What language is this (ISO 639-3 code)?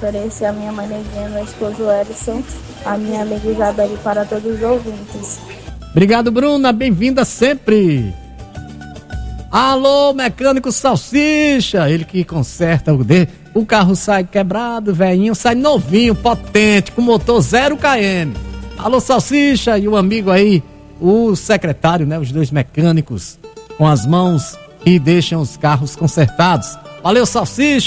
por